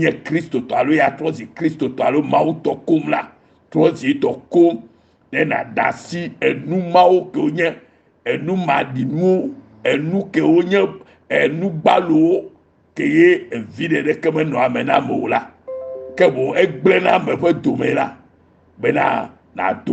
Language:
Ewe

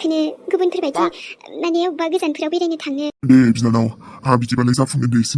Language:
Bodo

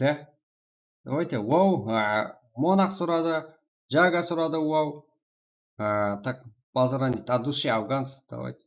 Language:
Kara-Kalpak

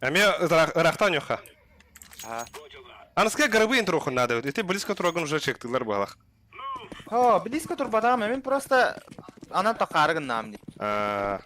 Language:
Yakut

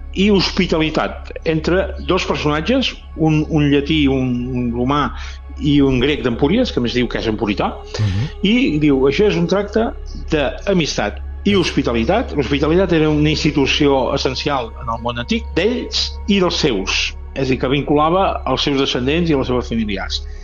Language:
Catalan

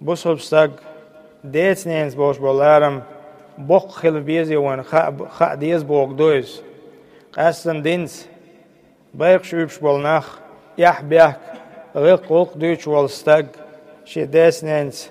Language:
Chechen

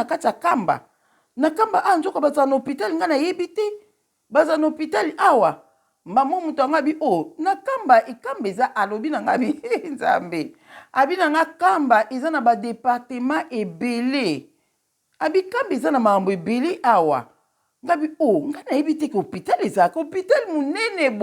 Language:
Lingala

